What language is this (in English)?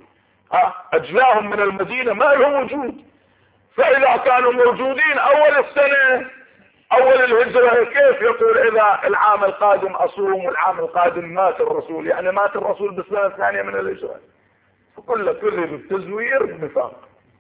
Arabic